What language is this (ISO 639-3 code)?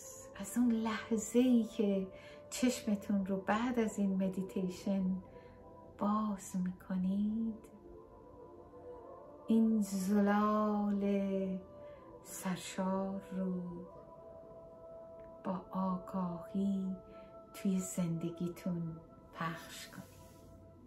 fas